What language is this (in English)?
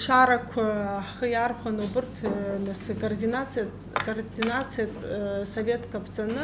Abkhazian